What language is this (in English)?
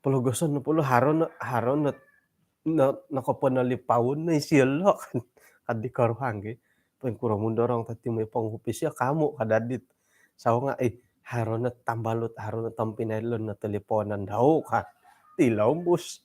Central Dusun